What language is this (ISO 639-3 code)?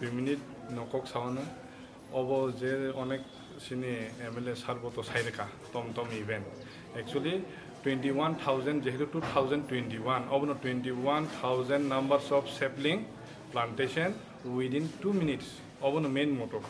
trp